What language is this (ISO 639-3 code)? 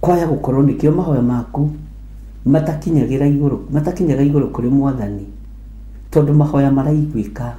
kik